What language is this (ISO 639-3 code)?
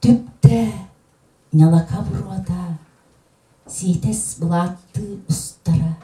sah